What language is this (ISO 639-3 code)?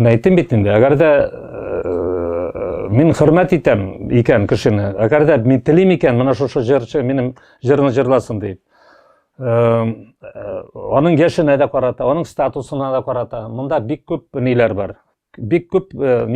tat